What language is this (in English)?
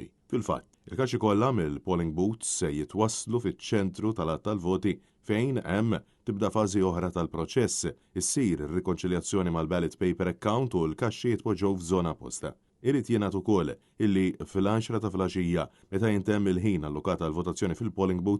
Maltese